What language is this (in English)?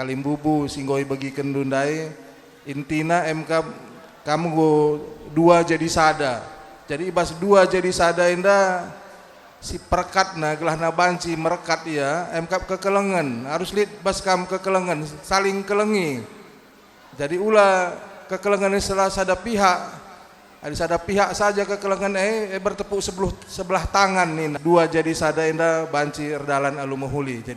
Batak Karo